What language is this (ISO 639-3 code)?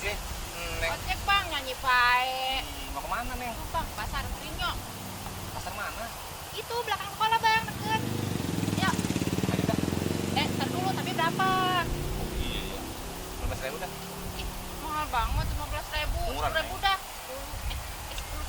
bew